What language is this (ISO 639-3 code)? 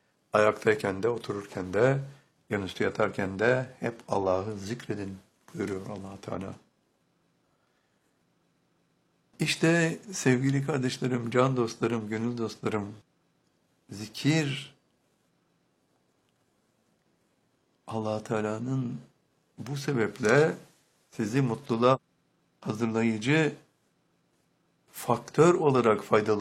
tur